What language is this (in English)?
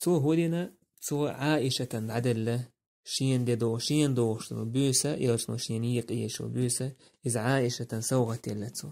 Chechen